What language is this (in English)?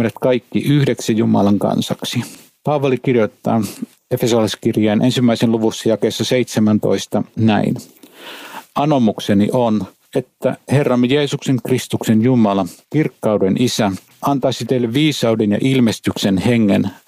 Finnish